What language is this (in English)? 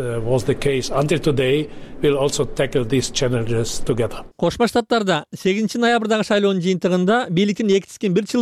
Kyrgyz